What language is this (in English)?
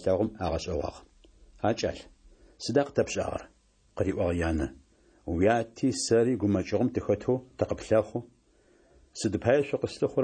Adyghe